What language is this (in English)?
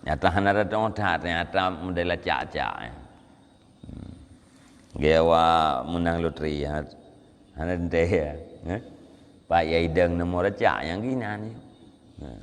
Achinese